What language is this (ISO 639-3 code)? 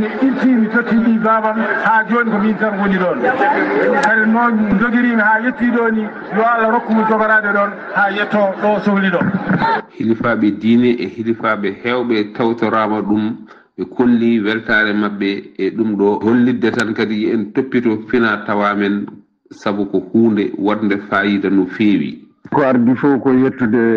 ful